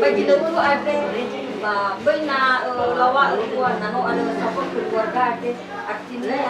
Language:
Nias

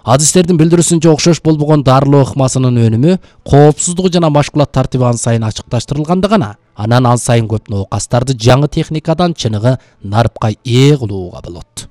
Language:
Kyrgyz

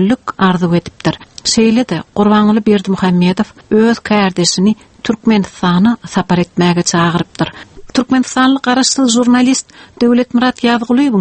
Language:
Turkmen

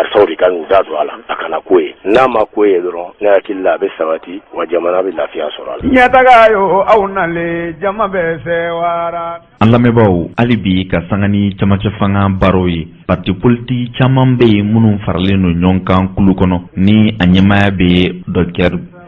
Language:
Bambara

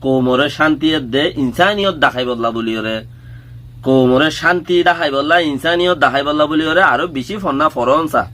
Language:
Rohingya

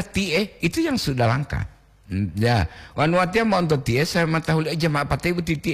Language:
Gorontalo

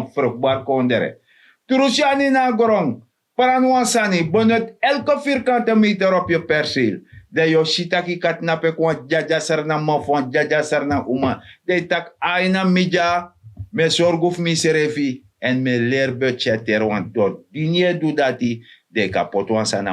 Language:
Sranan Tongo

